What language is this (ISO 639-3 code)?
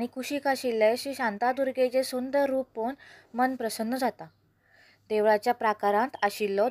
kok